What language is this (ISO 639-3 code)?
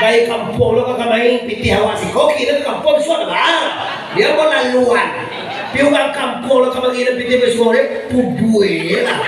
min